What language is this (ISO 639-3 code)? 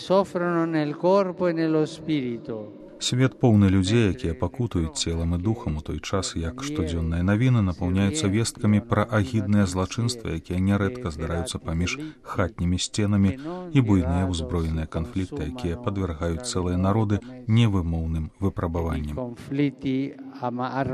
bel